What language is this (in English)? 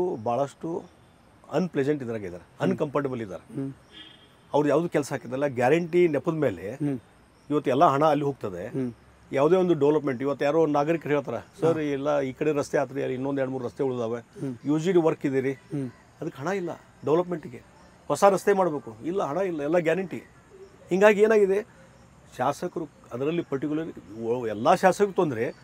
Kannada